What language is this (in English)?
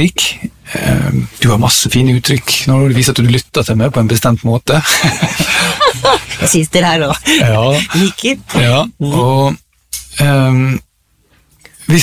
Norwegian